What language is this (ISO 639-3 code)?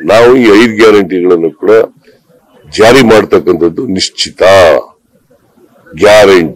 kan